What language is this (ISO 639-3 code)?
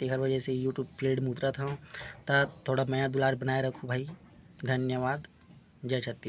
hne